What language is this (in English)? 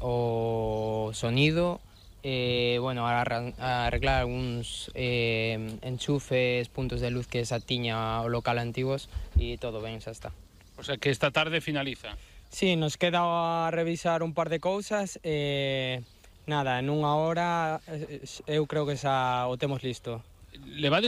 Galician